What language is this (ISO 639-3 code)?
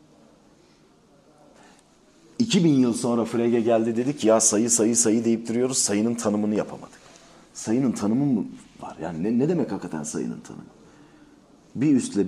tur